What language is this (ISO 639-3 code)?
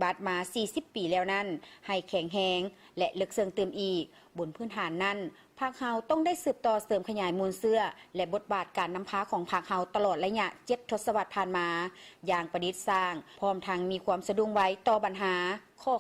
lao